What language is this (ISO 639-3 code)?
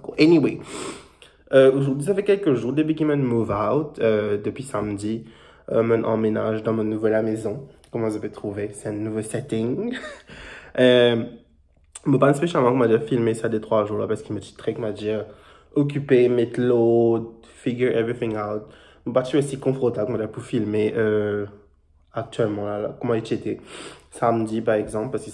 mfe